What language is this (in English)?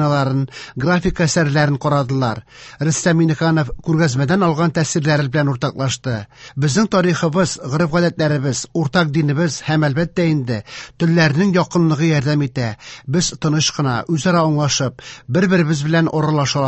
Tatar